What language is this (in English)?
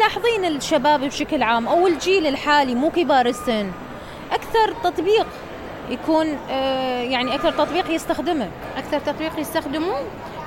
Mesopotamian Arabic